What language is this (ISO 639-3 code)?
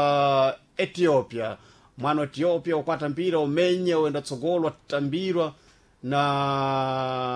seh